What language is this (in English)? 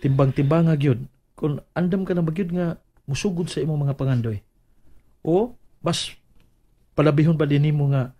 Cebuano